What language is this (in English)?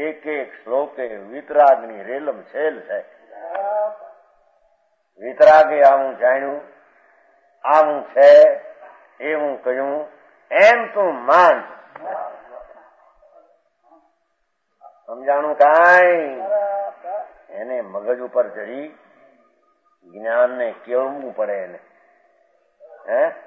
Gujarati